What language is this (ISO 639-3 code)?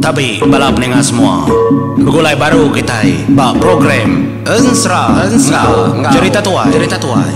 iba